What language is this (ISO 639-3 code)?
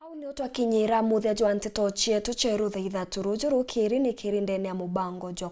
mer